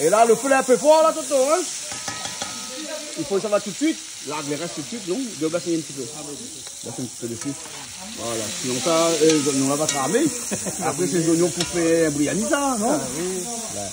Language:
Réunion Creole French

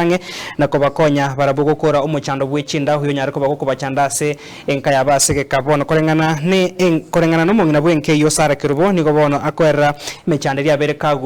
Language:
Gusii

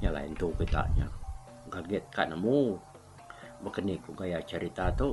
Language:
Iban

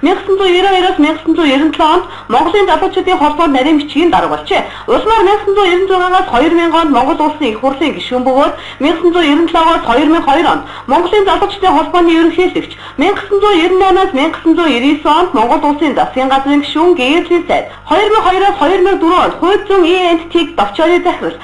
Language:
Mongolian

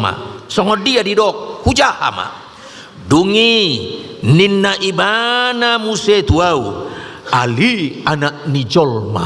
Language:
Batak Toba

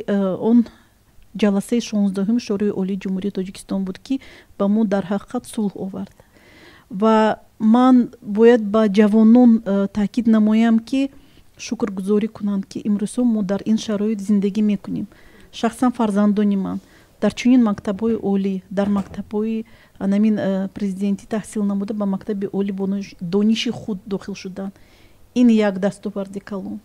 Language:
Tajik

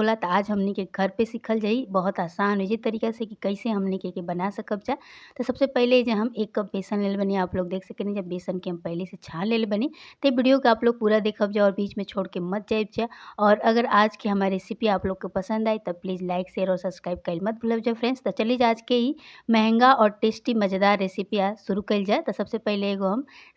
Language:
Bhojpuri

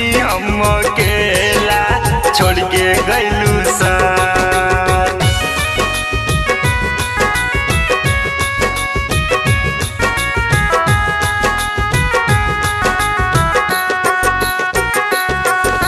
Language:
Bhojpuri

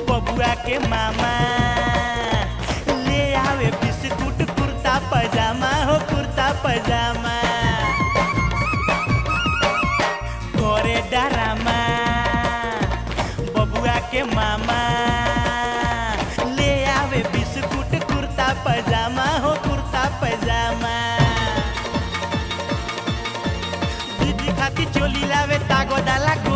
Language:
Bhojpuri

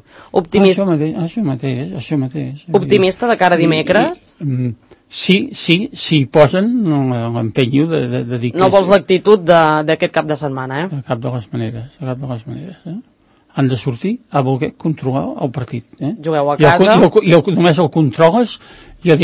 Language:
Catalan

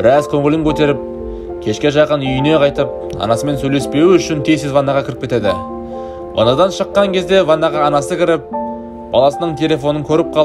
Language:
Kazakh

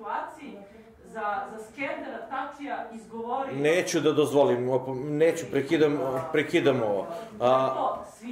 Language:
Serbian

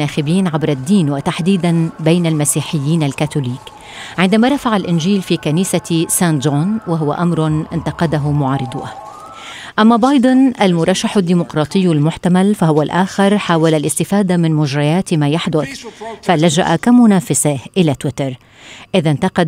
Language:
Arabic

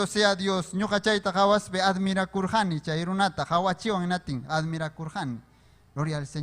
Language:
Ayacucho Quechua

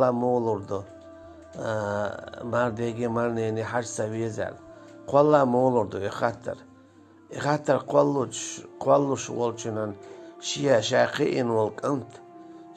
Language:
Chechen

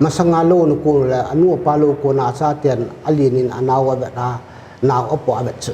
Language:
Paite Chin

